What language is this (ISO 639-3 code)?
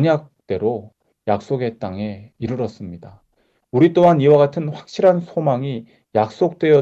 kor